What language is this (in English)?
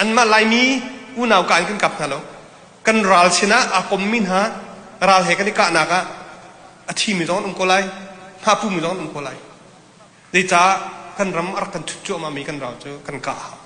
Hakha Chin